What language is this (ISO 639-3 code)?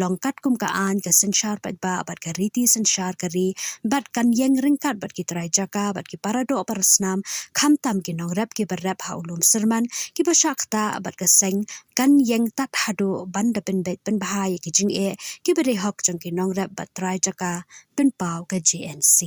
kha